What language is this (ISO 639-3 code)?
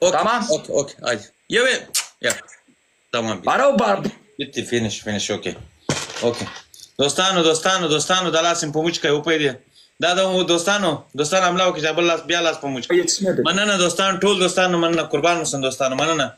tuk